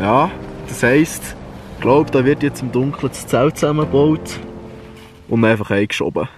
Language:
Swiss German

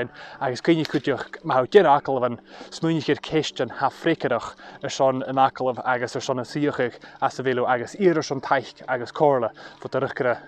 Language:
Scottish Gaelic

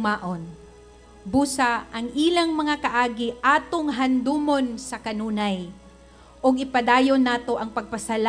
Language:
Cebuano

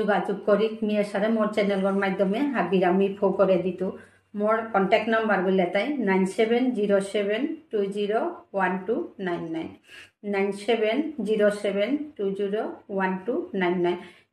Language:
Bishnupriya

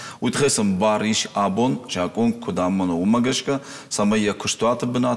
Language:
Ossetic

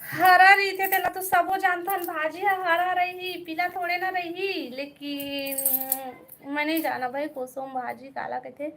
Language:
Chhattisgarhi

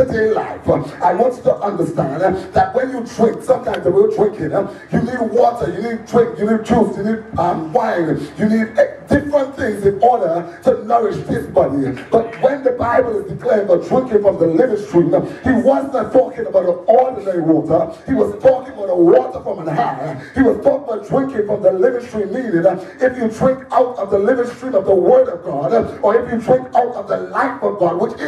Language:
English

